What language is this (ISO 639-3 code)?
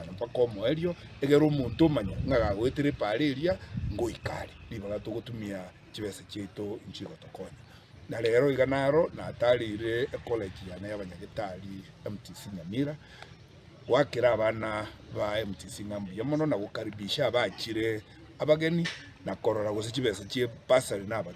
guz